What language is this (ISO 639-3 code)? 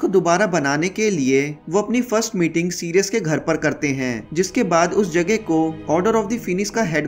hin